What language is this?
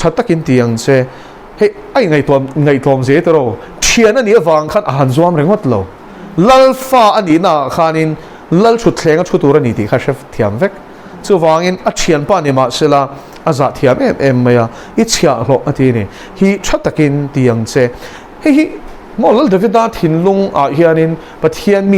Mizo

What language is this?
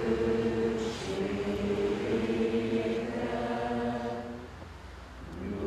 Hungarian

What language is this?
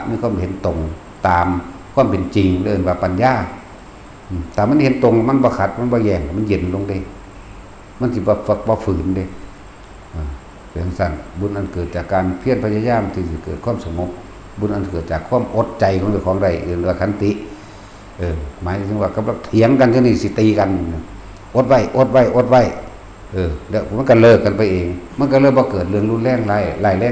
Northeastern Thai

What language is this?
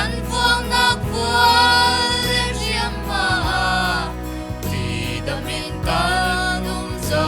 Falam Chin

